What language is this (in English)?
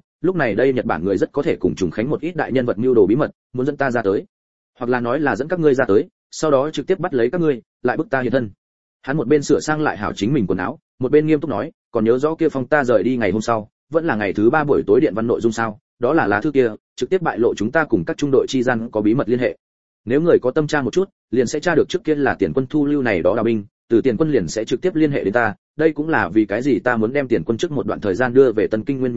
Vietnamese